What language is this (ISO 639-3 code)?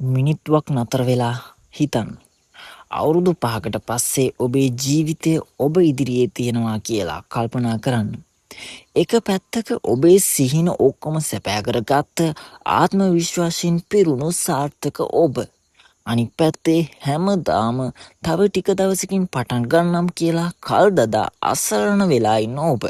sin